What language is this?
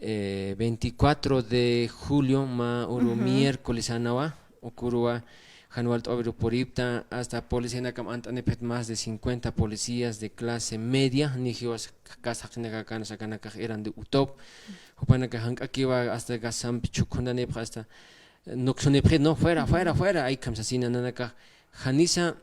Aymara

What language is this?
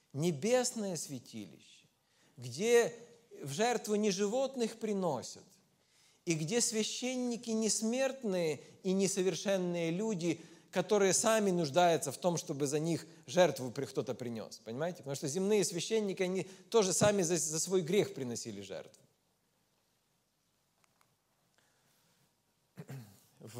Russian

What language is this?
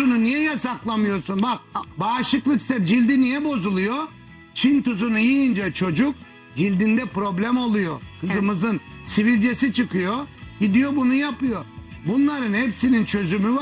Turkish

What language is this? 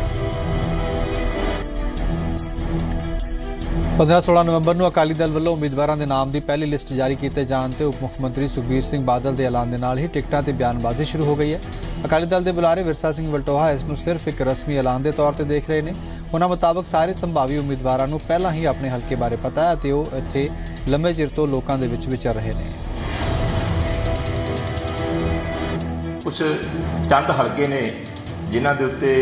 Punjabi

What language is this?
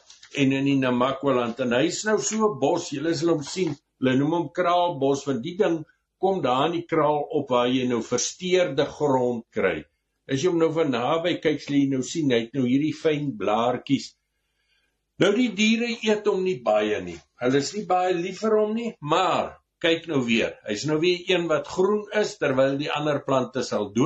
Afrikaans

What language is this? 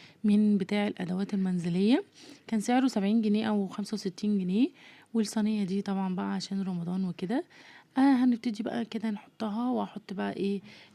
Egyptian Arabic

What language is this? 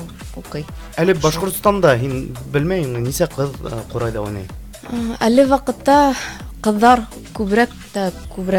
Bashkir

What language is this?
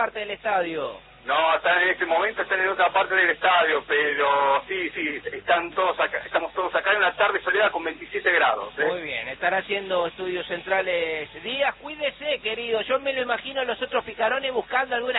Spanish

